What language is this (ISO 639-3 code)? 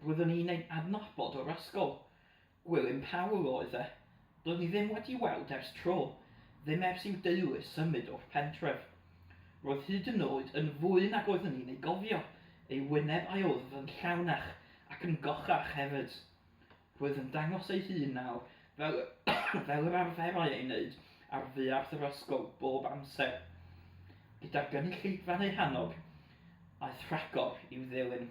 cym